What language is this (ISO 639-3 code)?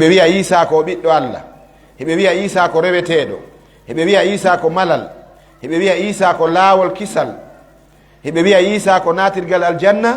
ful